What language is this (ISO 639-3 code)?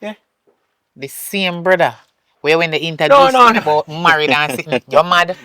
jam